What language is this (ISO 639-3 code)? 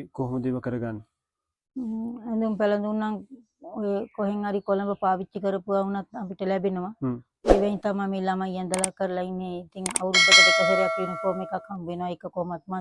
sin